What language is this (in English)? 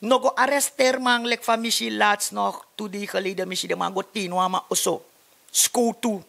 Sranan Tongo